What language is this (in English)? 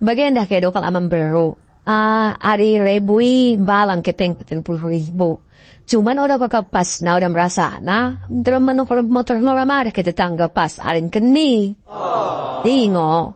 Batak Dairi